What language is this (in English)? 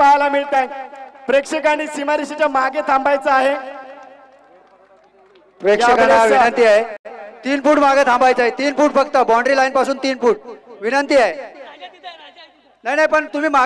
Marathi